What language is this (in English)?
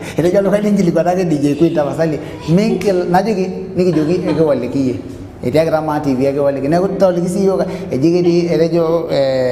Masai